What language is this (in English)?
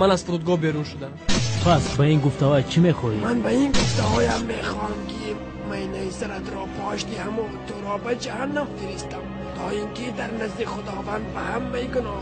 Tajik